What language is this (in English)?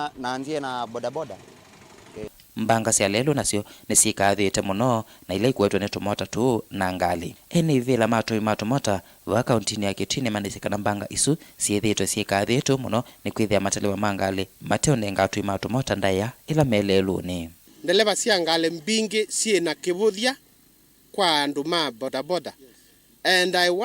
Kamba